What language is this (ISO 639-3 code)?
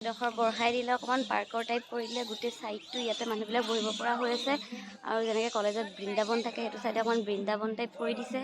asm